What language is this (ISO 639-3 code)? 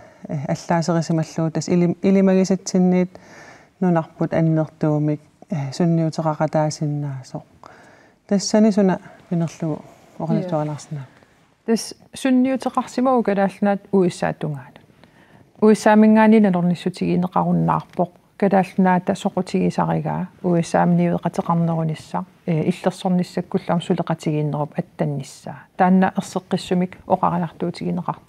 kal